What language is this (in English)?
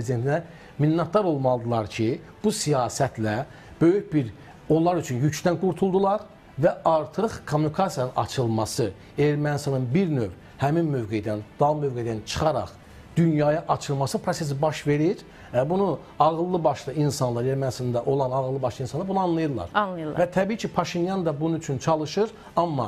Azerbaijani